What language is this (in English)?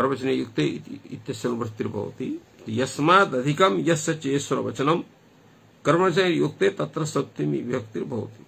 Sanskrit